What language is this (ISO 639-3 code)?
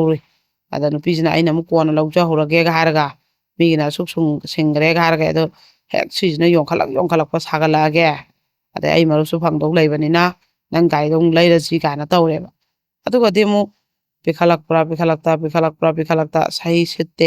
mni